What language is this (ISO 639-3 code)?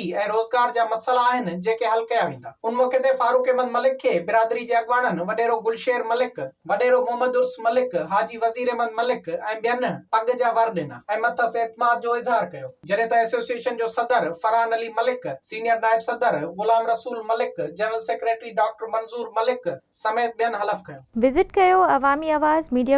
snd